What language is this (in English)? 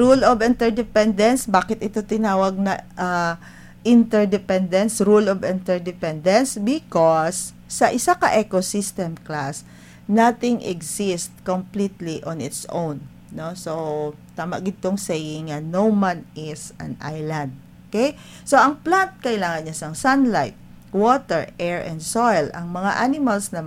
Hiligaynon